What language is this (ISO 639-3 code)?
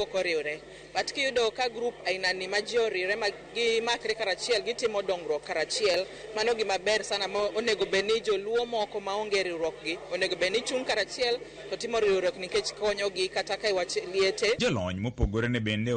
luo